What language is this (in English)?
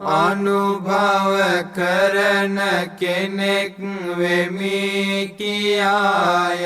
Sinhala